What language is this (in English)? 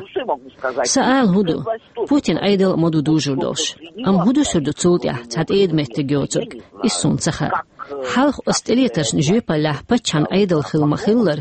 Chechen